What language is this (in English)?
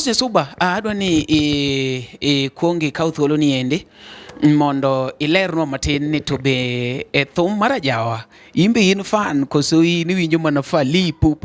Luo (Kenya and Tanzania)